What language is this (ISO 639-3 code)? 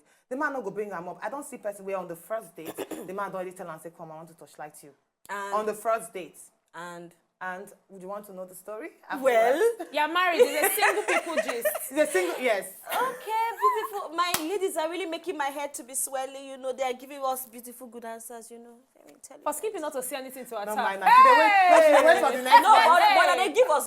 pcm